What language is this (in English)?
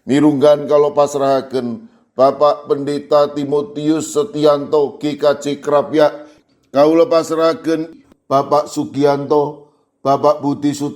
Javanese